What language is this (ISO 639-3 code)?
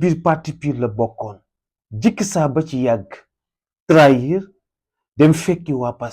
wol